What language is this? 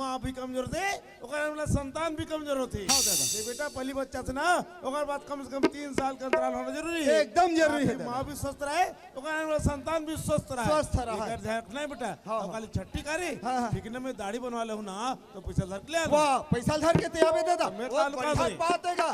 Chhattisgarhi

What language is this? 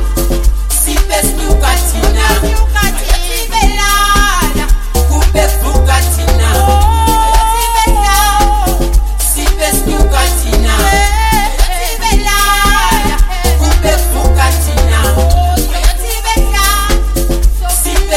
Zulu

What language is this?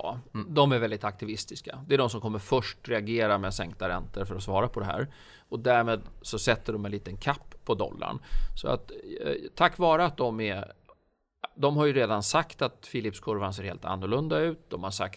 Swedish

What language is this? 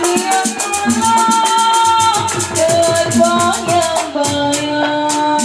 Betawi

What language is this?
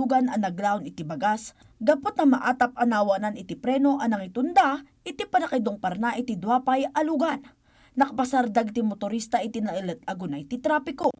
Iloko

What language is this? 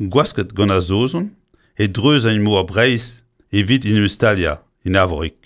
Breton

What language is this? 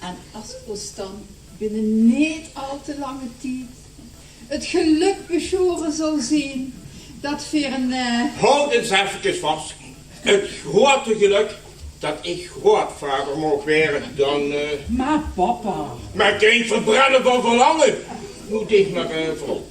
Limburgish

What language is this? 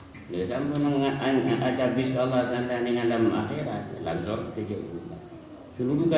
Madurese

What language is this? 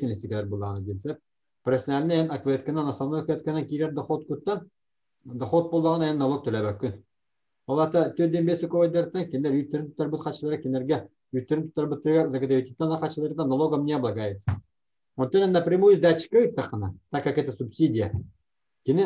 Yakut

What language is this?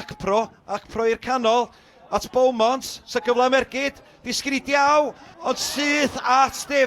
Welsh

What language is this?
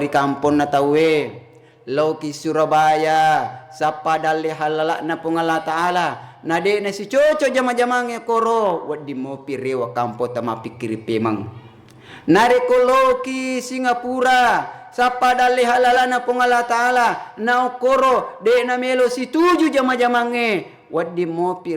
Buginese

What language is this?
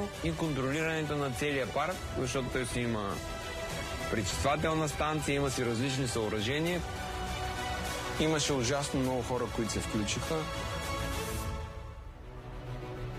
Bulgarian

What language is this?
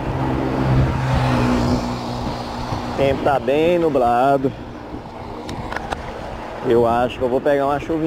Portuguese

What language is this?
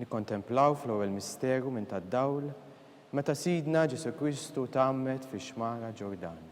Maltese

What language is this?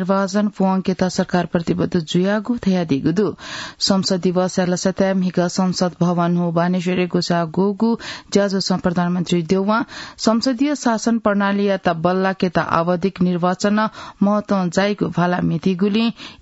Newari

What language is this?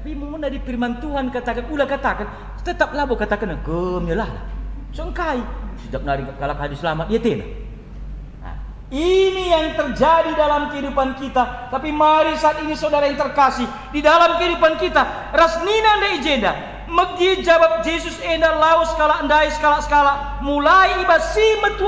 Batak Karo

